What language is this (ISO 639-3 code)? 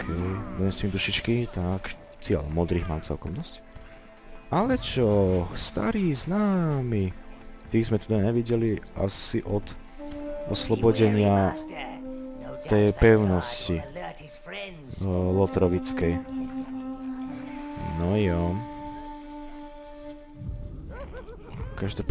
slk